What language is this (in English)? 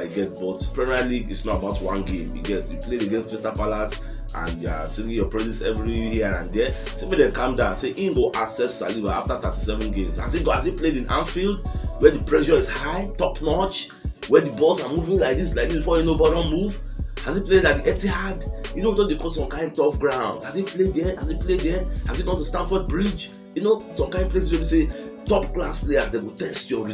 Nigerian Pidgin